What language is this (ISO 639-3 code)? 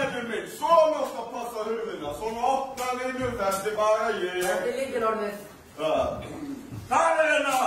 isl